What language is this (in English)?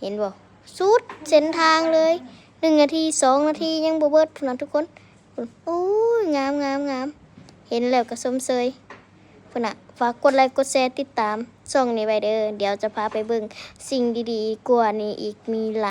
Lao